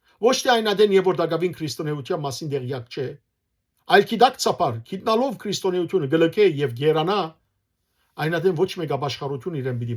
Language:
Western Armenian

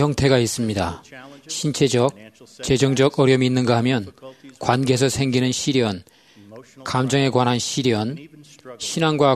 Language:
Korean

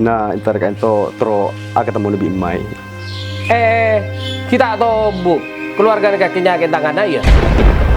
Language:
Madurese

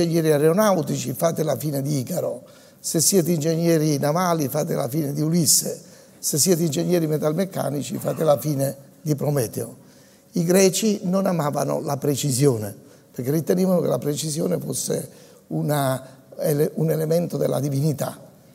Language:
Italian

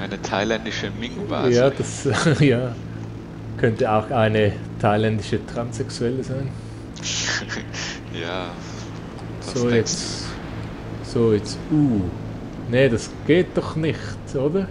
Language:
Swiss German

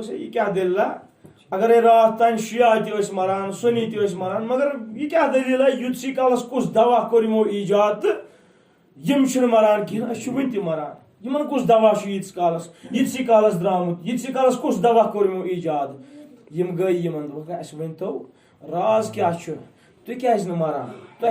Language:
Kashmiri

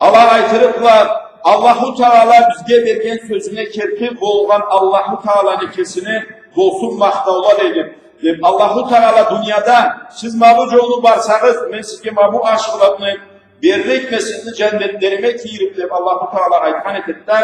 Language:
Karachay-Balkar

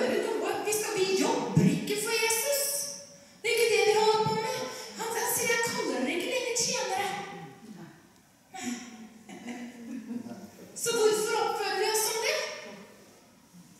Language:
Norwegian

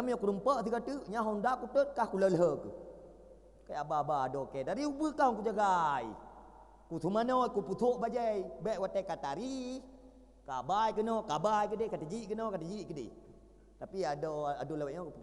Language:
Achinese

